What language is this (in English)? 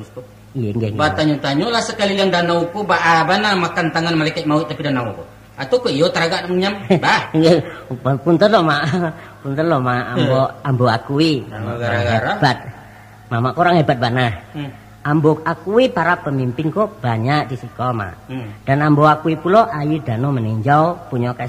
Minangkabau